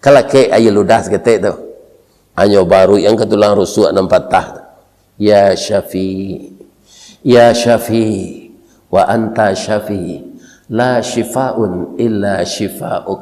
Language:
Minangkabau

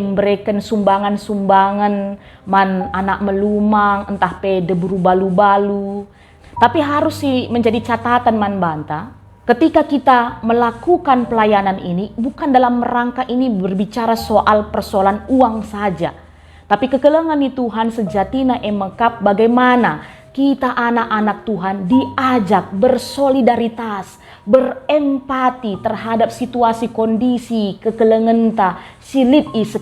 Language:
Batak Karo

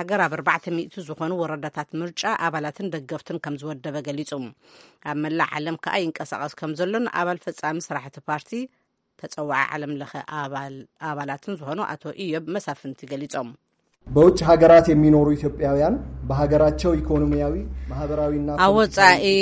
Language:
Tigrinya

